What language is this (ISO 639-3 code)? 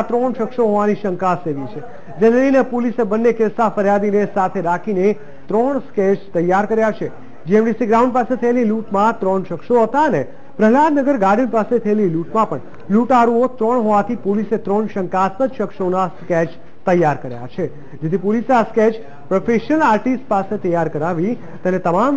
guj